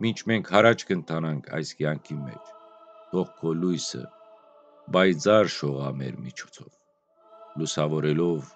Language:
Western Armenian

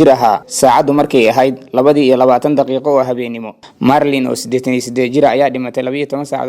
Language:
Somali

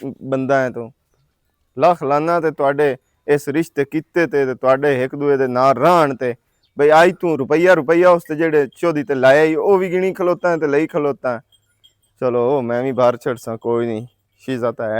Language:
Western Panjabi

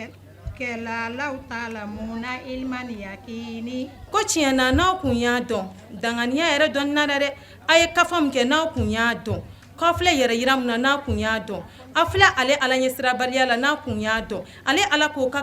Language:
Bambara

